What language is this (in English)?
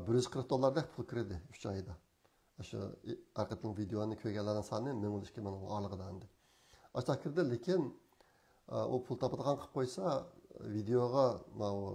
Uyghur